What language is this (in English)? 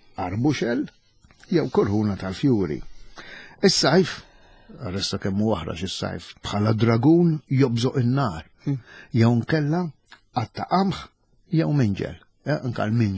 Maltese